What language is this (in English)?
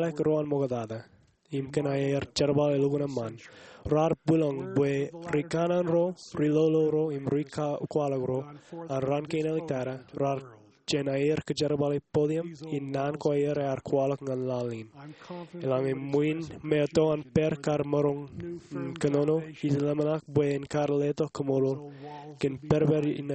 Marshallese